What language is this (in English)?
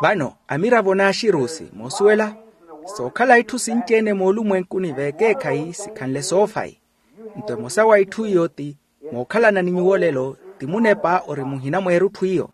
Makhuwa